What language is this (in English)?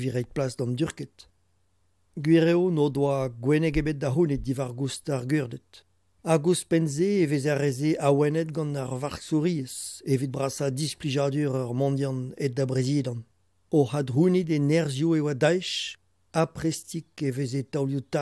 Breton